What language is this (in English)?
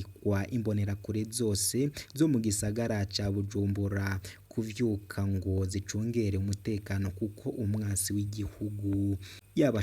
Rundi